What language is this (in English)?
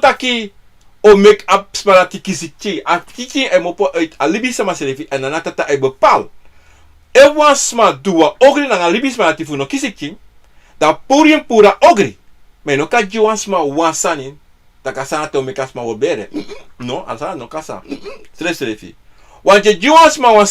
Sranan Tongo